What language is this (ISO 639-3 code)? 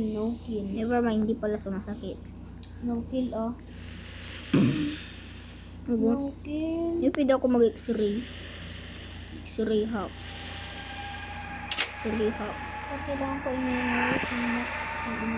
fil